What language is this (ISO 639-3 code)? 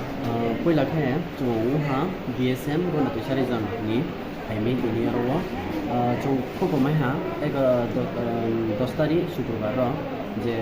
ria